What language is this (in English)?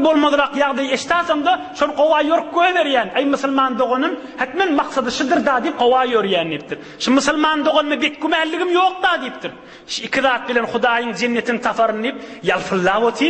Turkmen